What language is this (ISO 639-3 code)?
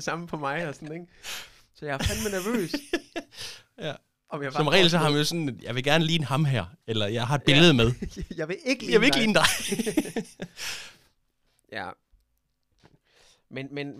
dan